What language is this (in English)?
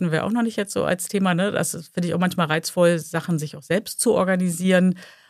German